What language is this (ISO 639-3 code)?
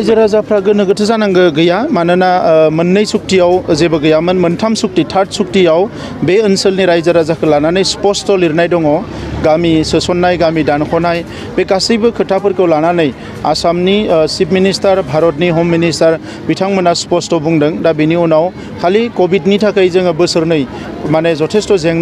brx